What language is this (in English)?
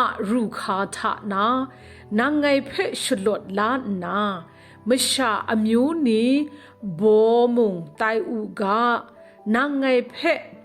Kachin